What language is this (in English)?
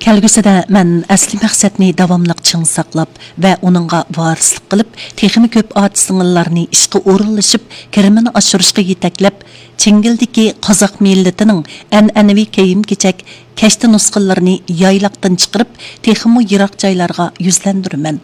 Uyghur